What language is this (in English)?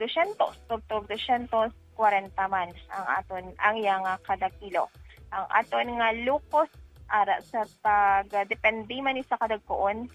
Hiligaynon